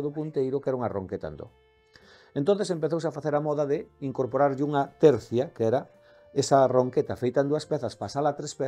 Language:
Galician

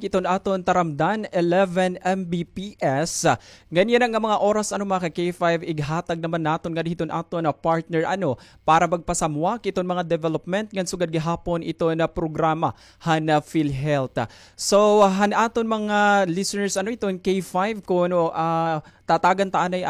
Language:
Waray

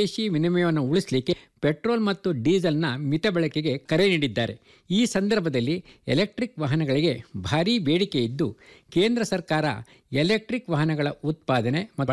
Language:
Kannada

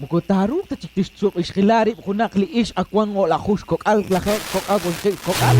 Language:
Kekchí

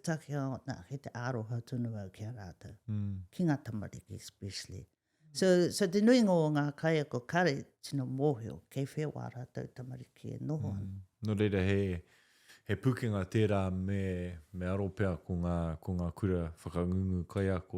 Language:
Māori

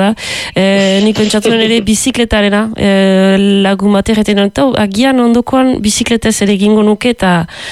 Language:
Basque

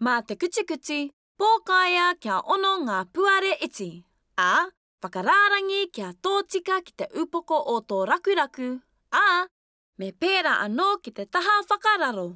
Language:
Māori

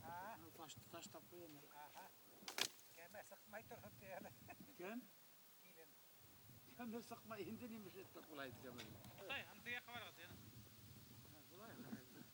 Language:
Bashkir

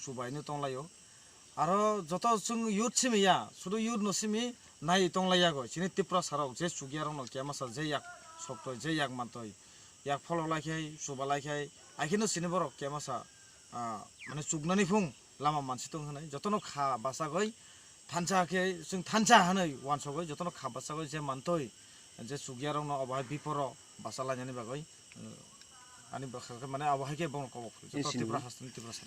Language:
Kok Borok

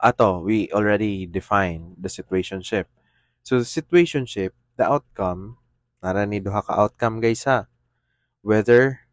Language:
Cebuano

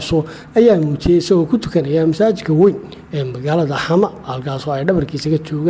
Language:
Somali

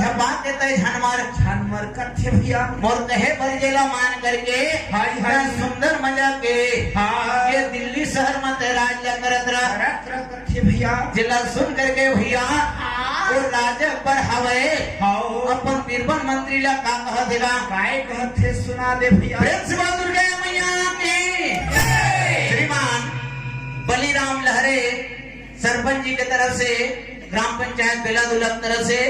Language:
Chhattisgarhi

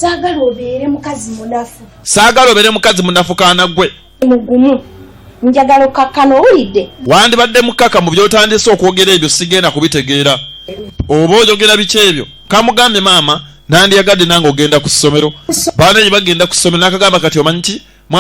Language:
Ganda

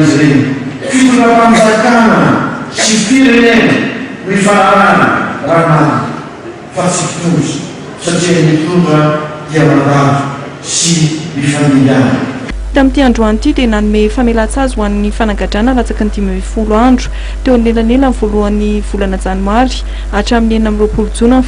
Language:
Malagasy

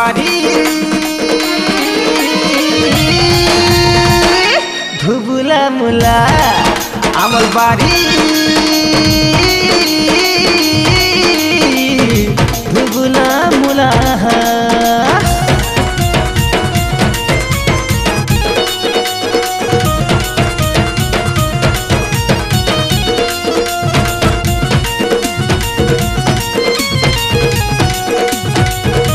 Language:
Sambalpuri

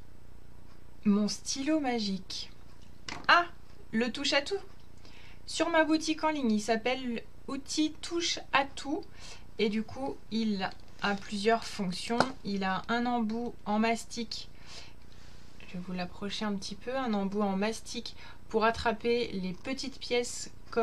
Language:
French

